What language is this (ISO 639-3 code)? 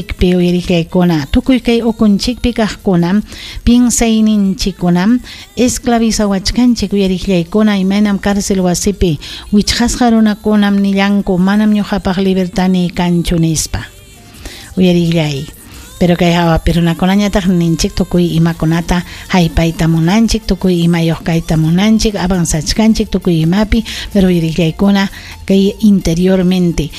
quy